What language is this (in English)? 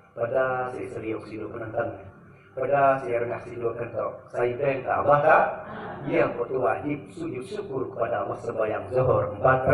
Sasak